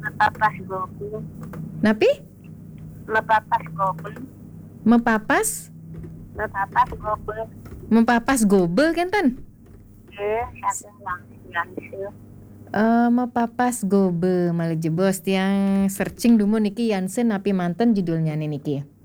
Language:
Balinese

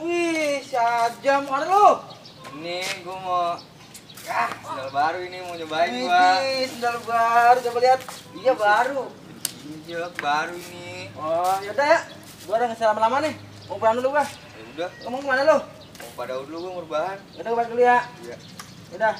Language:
Betawi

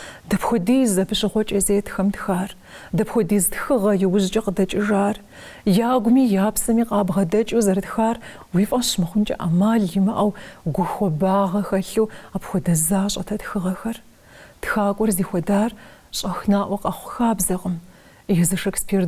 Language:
Kabardian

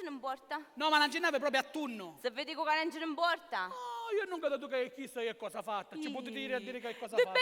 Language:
Sicilian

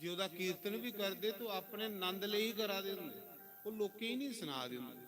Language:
Dogri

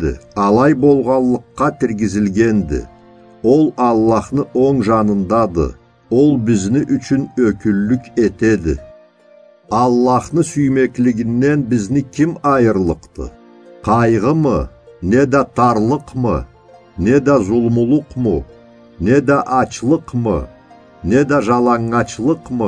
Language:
Karachay-Balkar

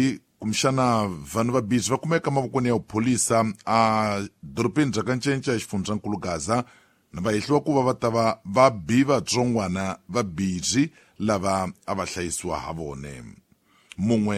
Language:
Tsonga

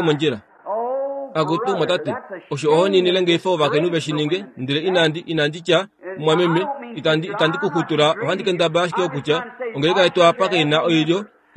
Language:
Kuanyama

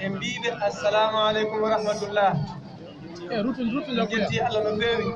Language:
Fula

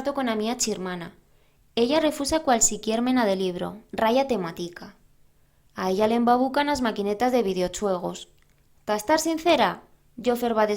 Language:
Aragonese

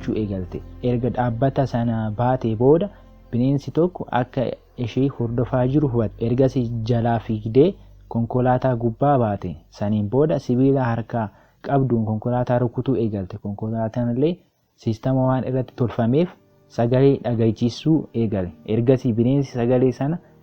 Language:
Oromo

